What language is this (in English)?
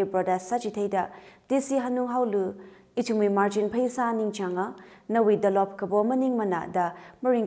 Tangkhul Naga (India)